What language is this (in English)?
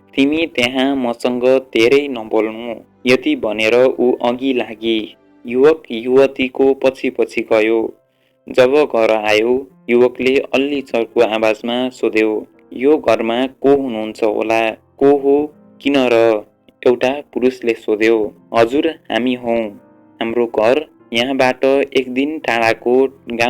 Nepali